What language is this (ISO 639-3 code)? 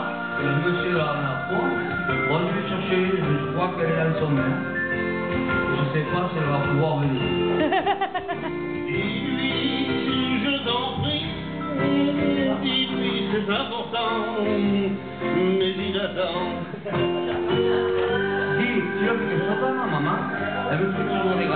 fra